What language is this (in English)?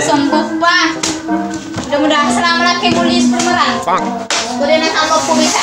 Buginese